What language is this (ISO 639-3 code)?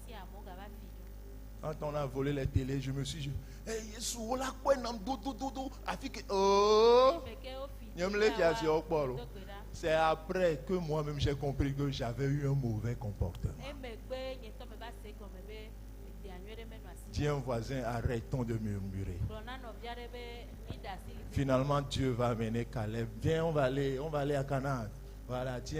ewe